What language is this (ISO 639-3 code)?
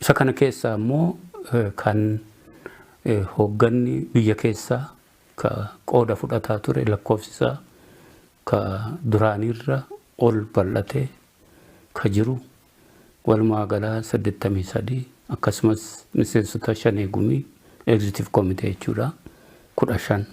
orm